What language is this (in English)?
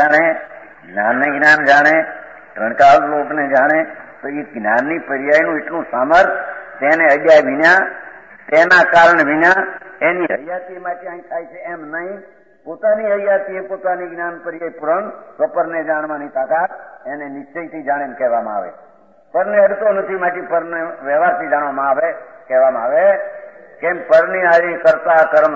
Gujarati